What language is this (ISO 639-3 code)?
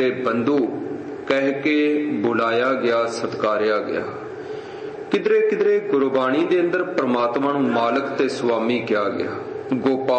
pan